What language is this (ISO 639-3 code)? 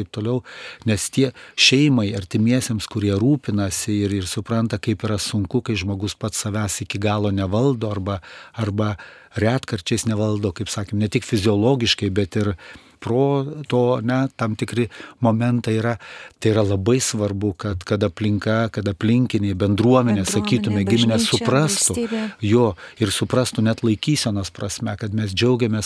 lit